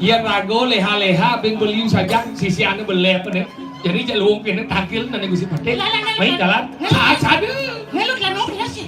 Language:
Balinese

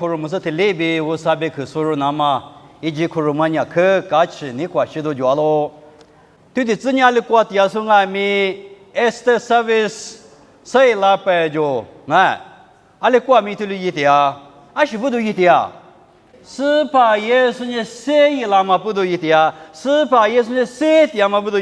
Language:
Lisu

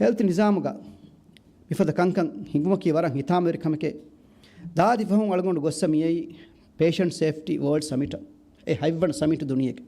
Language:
Divehi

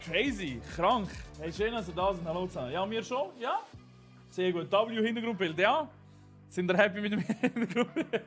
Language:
Swiss German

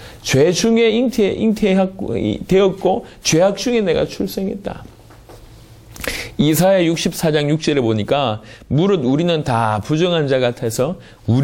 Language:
Korean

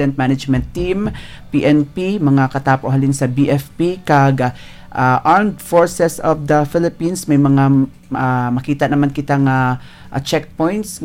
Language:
Hiligaynon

